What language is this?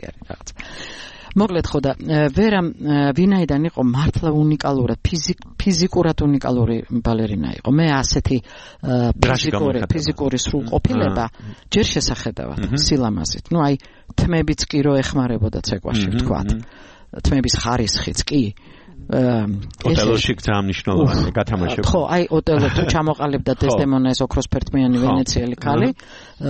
Georgian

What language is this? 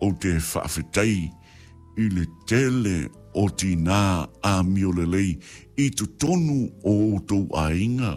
Samoan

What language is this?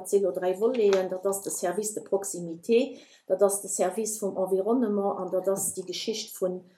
Luxembourgish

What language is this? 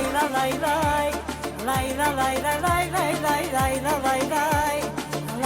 Tabassaran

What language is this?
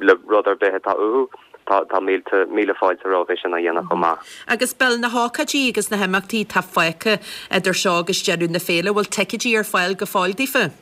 Irish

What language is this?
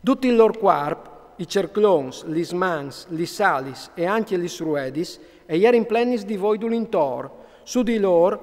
Friulian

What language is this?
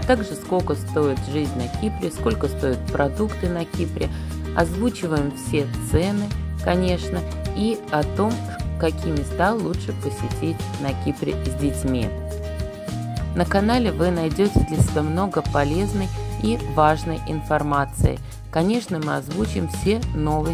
Russian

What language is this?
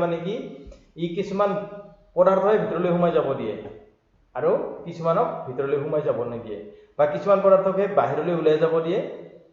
Assamese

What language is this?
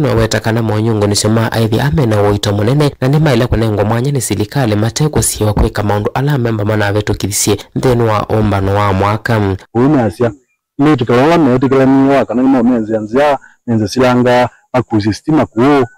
Kamba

